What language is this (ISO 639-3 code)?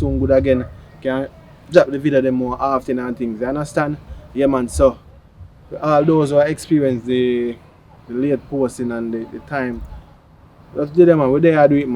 jam